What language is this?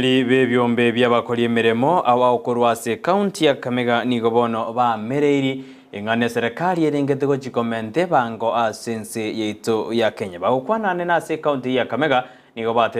Gusii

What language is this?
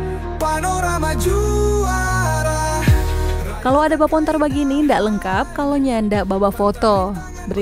Manado Malay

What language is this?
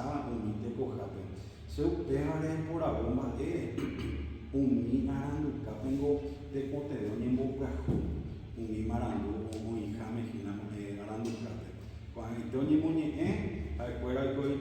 Guarani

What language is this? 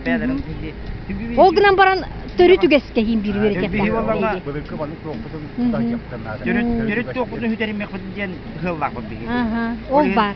Yakut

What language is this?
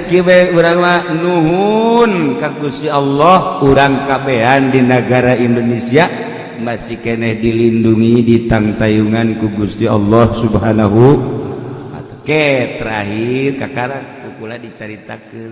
Sundanese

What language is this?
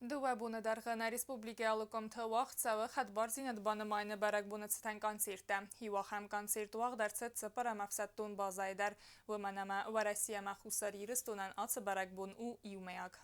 Ossetic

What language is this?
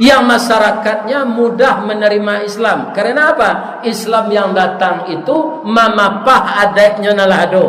Minangkabau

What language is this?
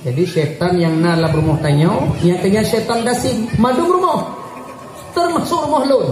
Achinese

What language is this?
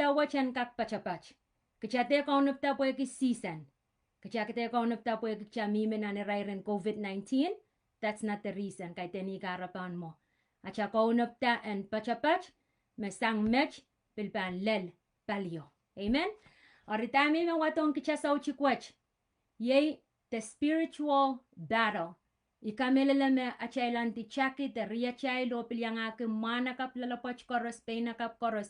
Pohnpeian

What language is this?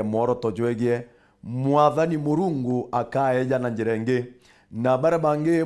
Meru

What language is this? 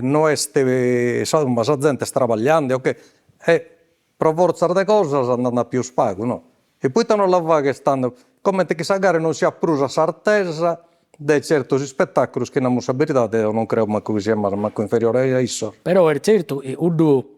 Sardinian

